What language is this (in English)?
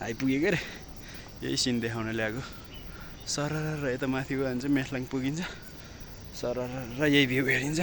Nepali